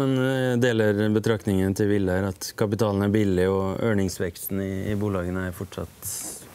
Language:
Swedish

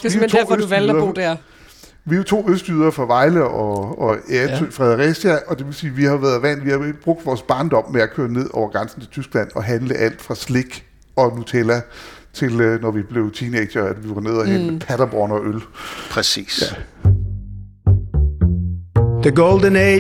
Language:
Danish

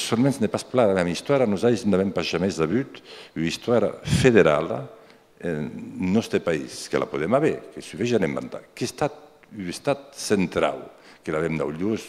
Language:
Occitan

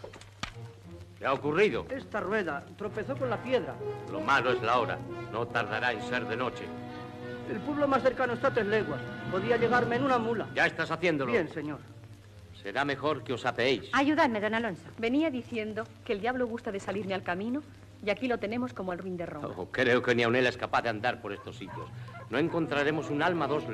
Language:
Spanish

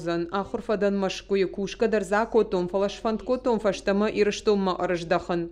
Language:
Ossetic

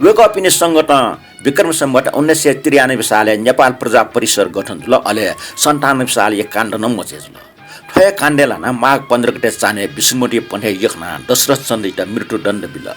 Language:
Newari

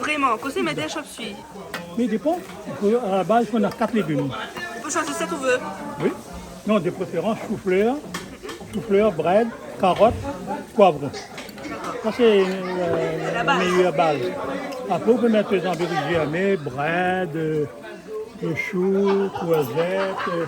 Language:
Réunion Creole French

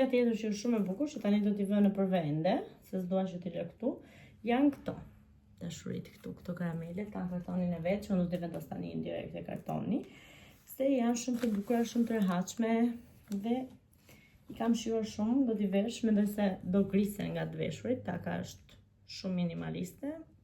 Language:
Albanian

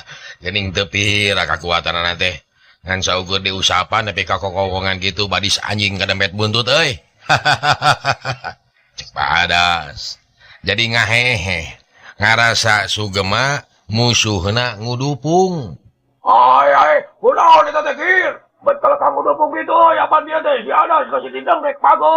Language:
Sundanese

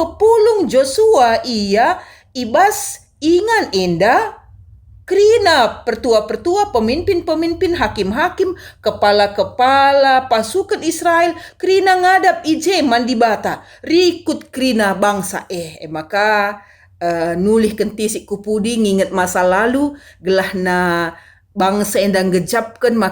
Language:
Batak Karo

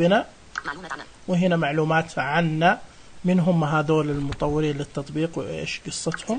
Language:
Najdi Arabic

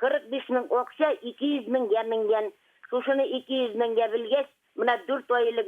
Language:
Bashkir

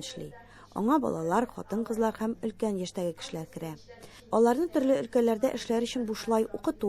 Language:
Tatar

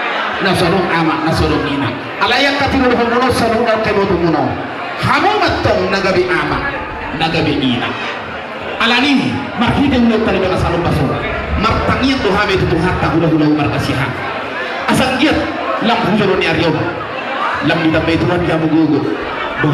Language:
Batak Toba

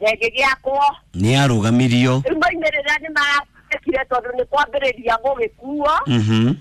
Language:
Kikuyu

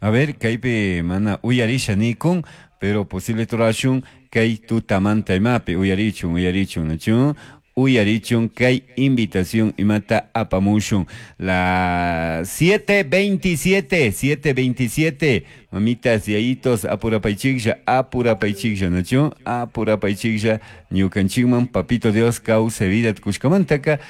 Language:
Chimborazo Highland Quichua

